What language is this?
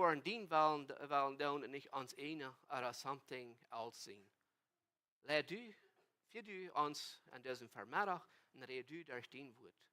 Plautdietsch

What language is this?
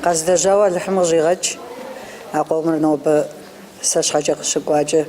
Kabardian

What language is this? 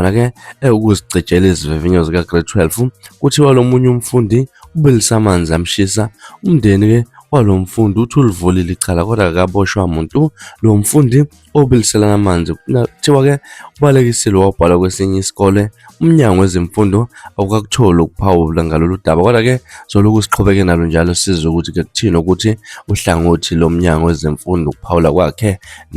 Zulu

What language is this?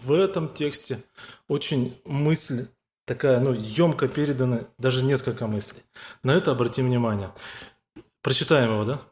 Russian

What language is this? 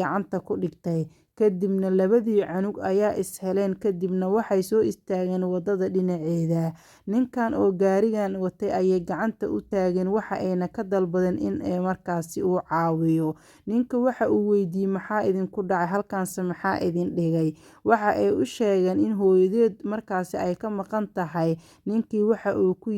Somali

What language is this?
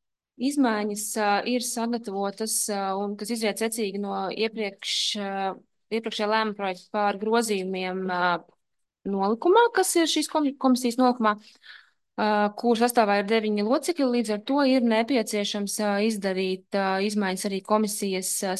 Latvian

